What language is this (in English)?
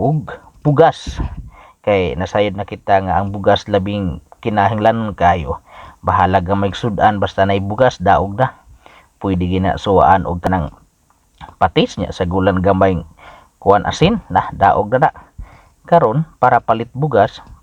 Cebuano